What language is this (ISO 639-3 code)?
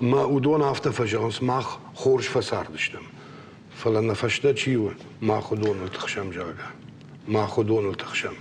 oss